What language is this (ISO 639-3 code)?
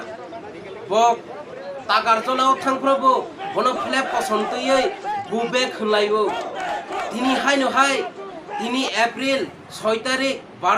trp